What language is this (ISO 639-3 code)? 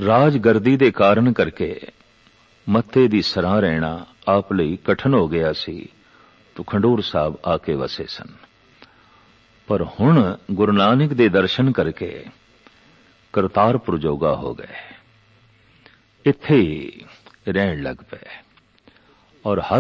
pan